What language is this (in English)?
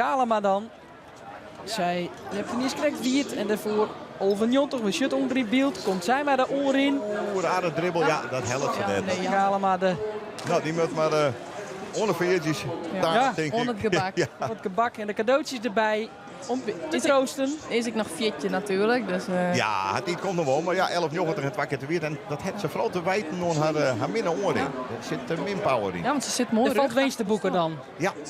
Western Frisian